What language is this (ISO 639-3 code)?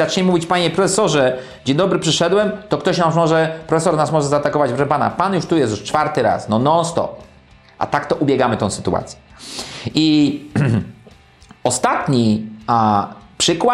pol